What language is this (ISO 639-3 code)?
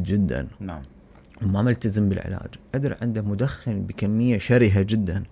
acm